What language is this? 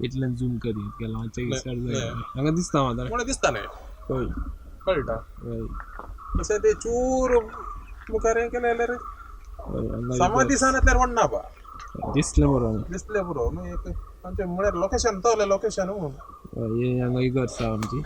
Konkani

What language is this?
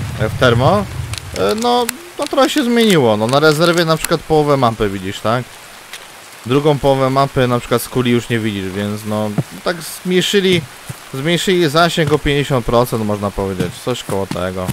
Polish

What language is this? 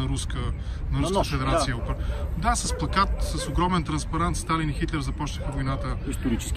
Bulgarian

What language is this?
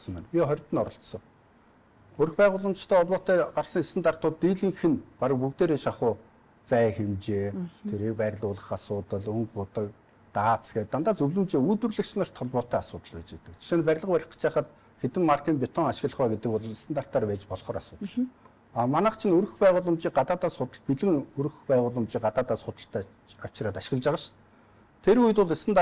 Mongolian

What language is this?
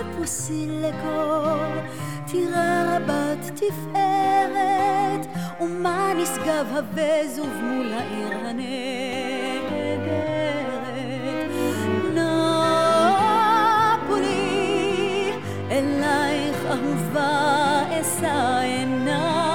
Hebrew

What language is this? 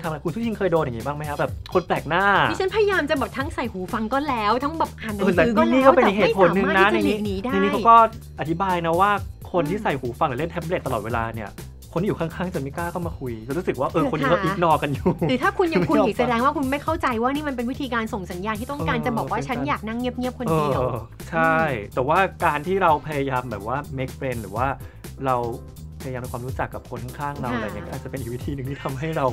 Thai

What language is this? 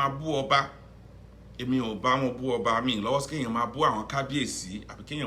Yoruba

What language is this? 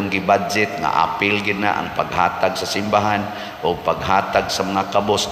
Cebuano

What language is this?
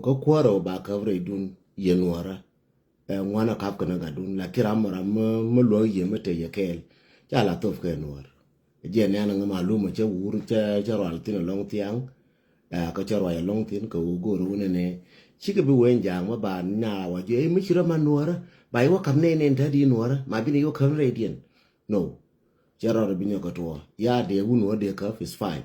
Nuer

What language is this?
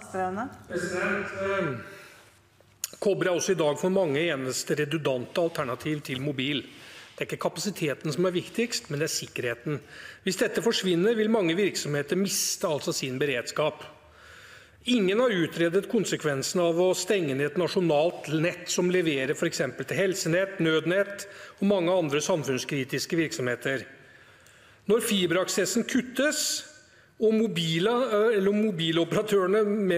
Norwegian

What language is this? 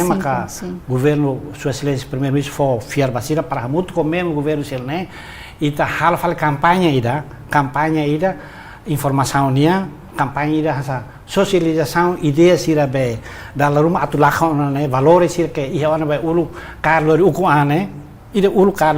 Tetum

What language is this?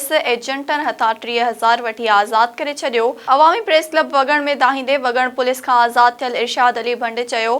Sindhi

